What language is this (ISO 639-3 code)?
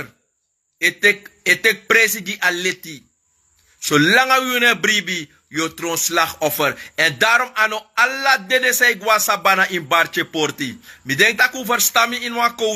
srn